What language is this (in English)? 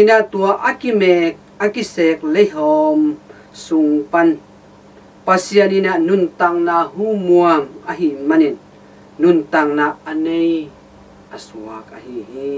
Tedim Chin